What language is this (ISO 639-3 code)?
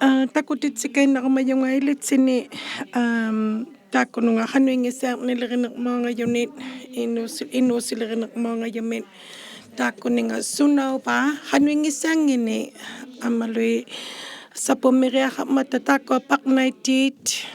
iku